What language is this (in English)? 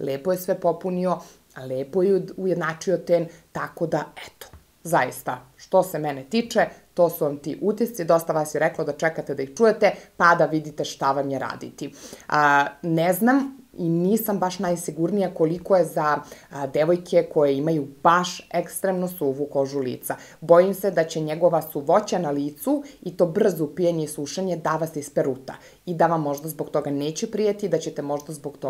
Serbian